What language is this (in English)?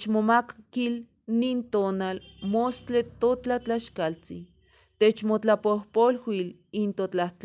Eastern Huasteca Nahuatl